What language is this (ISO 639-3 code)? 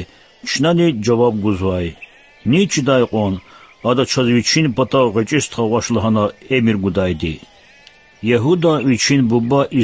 lez